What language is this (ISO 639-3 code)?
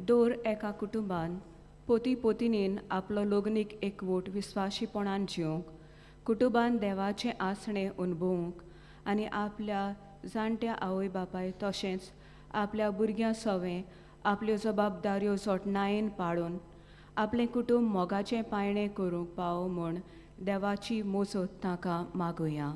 kok